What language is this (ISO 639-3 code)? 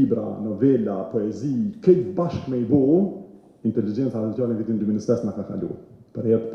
sqi